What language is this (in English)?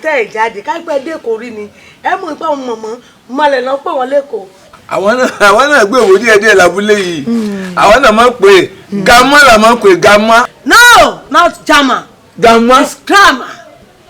Yoruba